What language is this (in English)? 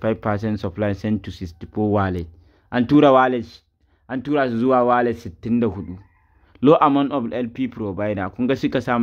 Hausa